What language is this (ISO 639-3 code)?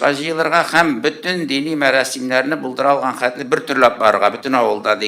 tat